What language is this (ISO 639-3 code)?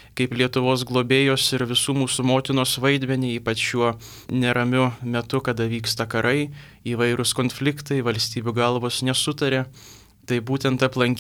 lit